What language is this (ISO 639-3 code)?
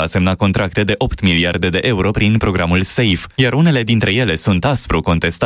ron